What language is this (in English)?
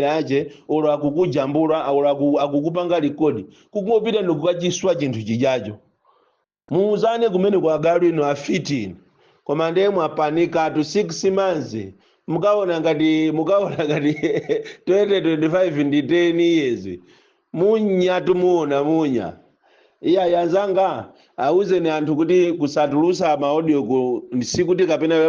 Nyanja